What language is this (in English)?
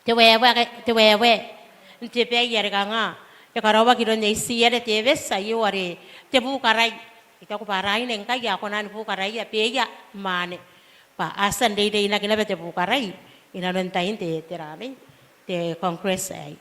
Gilbertese